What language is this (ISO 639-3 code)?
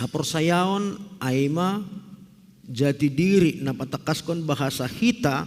bts